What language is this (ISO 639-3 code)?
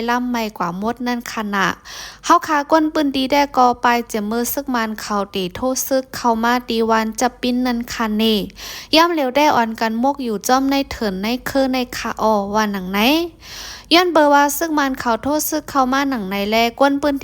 shn